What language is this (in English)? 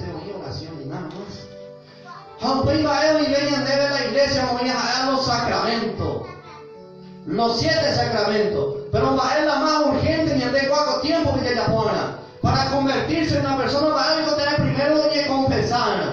Guarani